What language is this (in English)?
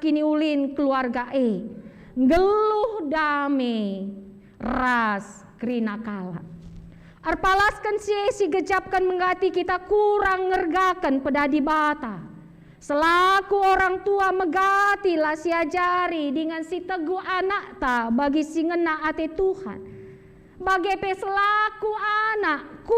Batak Karo